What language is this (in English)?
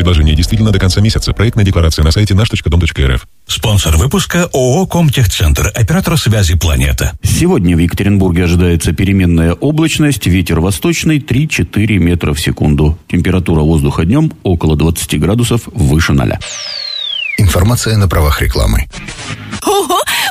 Russian